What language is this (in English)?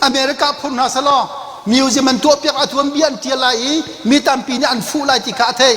Hakha Chin